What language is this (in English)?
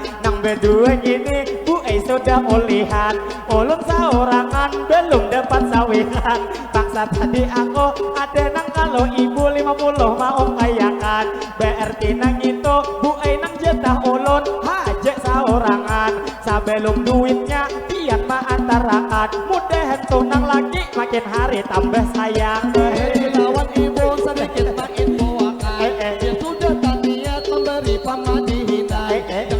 Banjar